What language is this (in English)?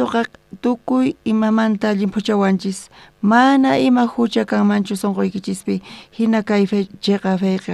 South Bolivian Quechua